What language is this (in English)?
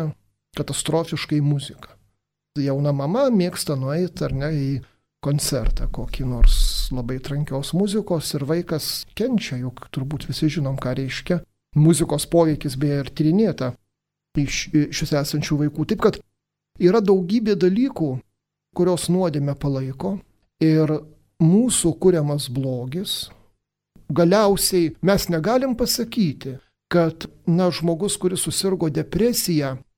Lithuanian